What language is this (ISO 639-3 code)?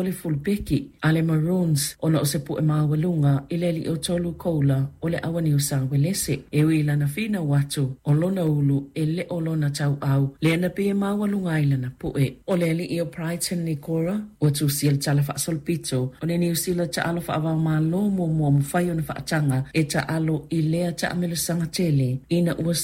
smo